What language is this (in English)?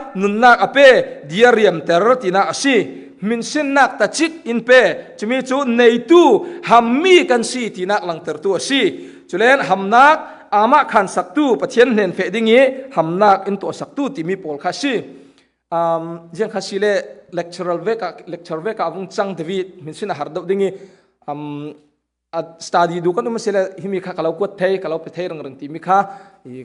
Falam Chin